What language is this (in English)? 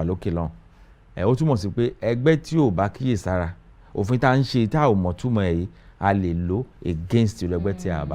Yoruba